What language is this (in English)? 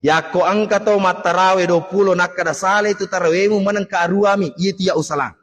Buginese